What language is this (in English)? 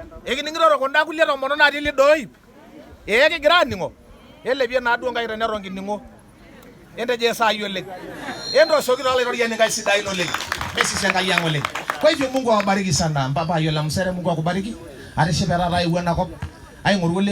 Masai